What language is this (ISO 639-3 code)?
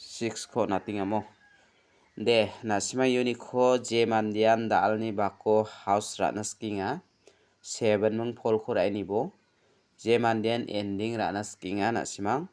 grt